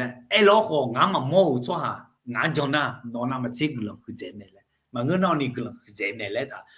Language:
Akha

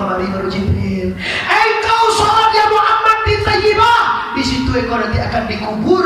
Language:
Minangkabau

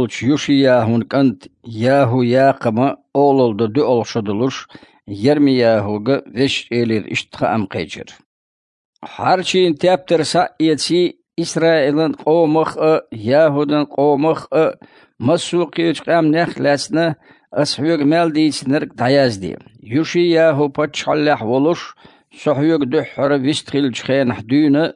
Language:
Chechen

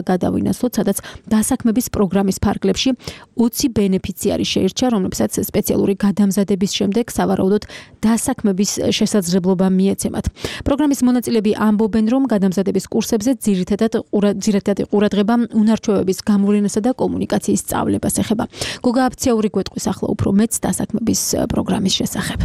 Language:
Georgian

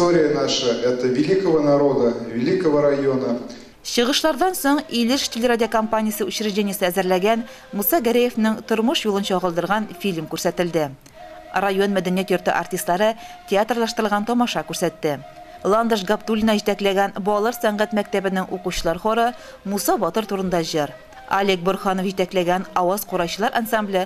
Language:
Tatar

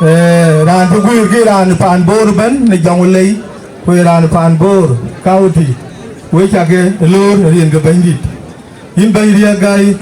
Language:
Dinka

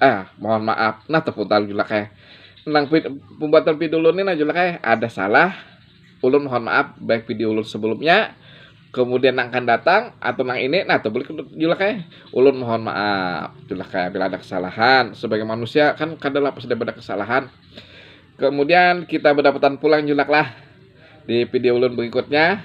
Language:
Banjar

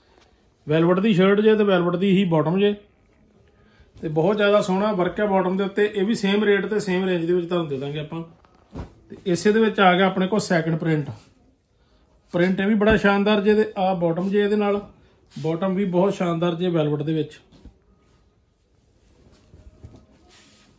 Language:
Punjabi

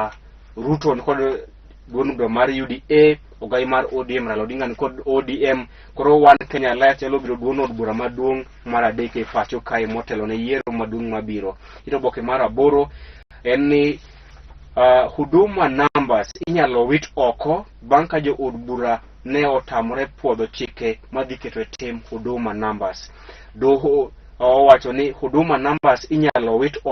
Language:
Luo (Kenya and Tanzania)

